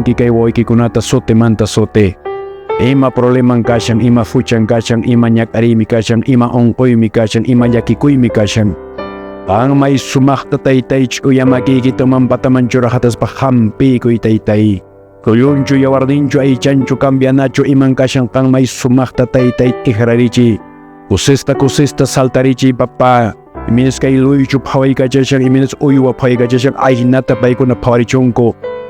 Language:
Quechua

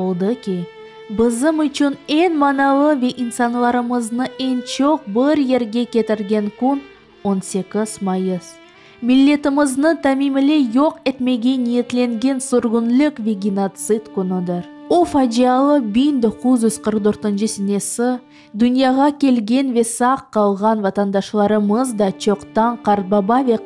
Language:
Crimean Tatar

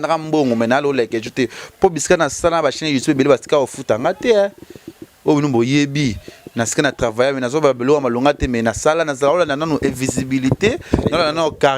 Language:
Lingala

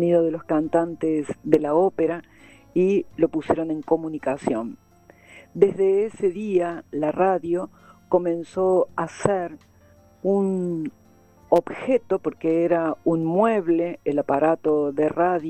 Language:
Spanish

